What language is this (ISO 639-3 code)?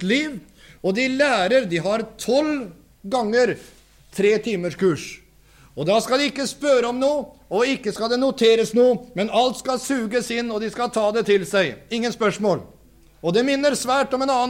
nor